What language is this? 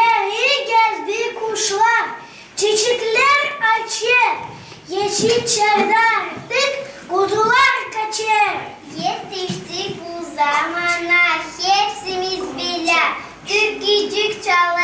Gagauz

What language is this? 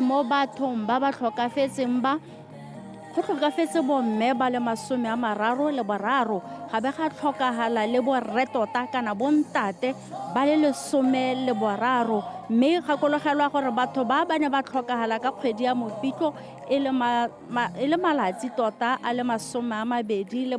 Tswana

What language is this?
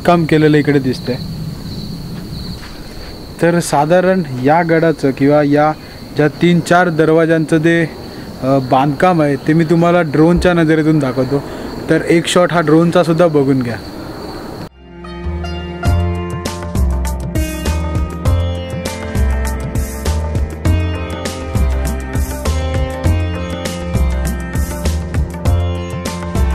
Marathi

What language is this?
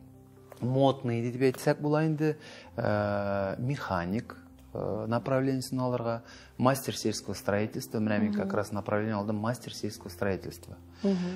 Tatar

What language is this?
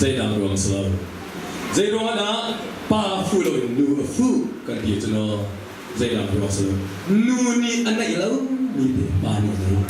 Hakha Chin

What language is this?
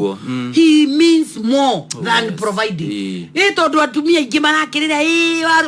Kikuyu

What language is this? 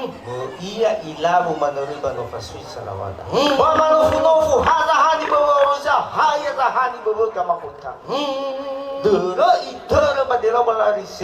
Nias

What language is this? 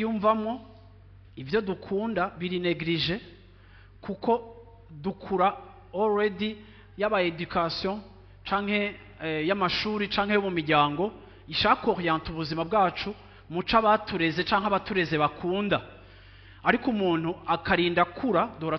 Rundi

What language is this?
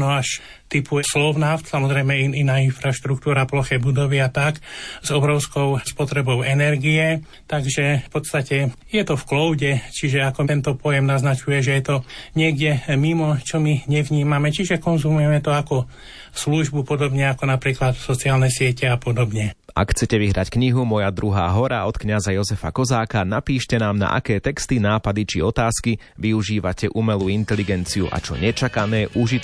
Slovak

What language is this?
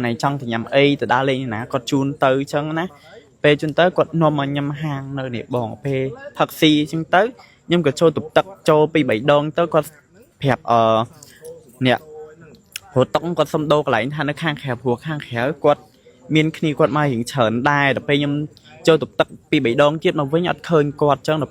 Khmer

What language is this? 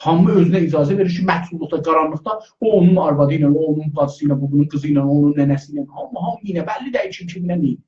South Azerbaijani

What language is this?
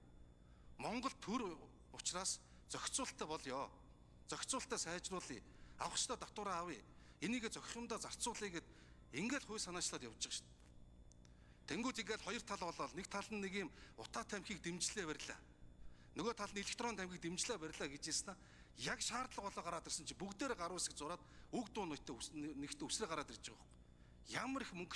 Mongolian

